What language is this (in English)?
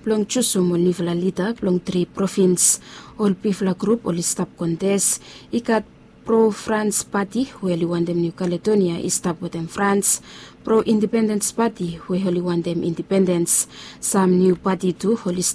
Bislama